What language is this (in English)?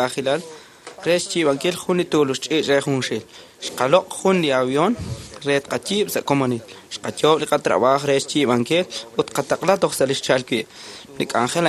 Kekchí